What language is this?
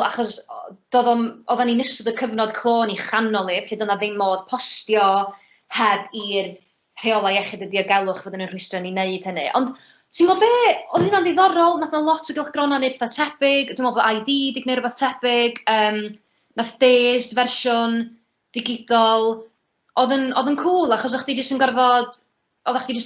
Welsh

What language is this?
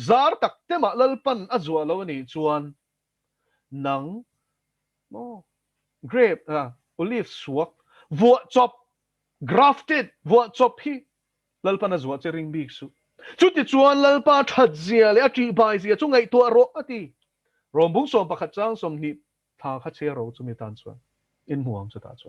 Mizo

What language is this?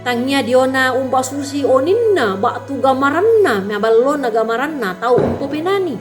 Toraja-Sa'dan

